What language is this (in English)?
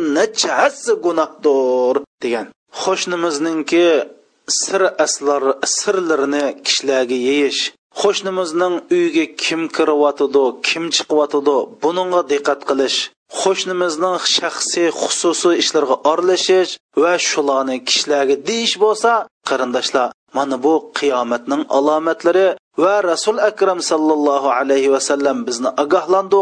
Uyghur